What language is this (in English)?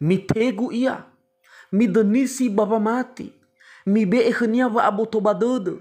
Nias